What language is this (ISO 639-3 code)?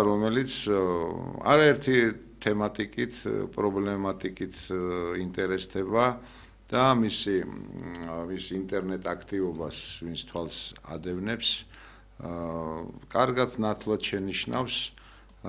kat